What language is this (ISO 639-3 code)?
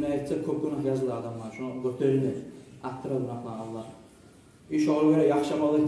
kum